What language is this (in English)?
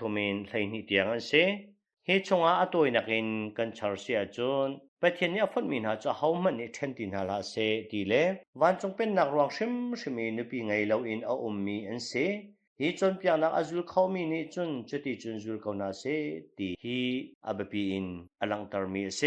Hakha Chin